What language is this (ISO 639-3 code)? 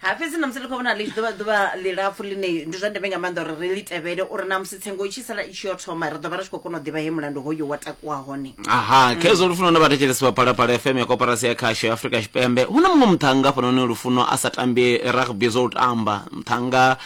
ven